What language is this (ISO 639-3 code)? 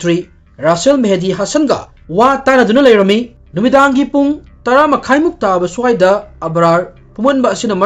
mni